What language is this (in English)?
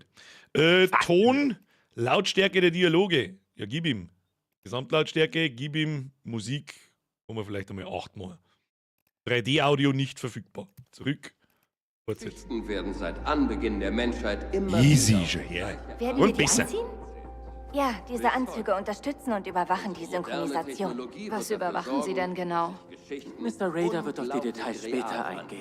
Bavarian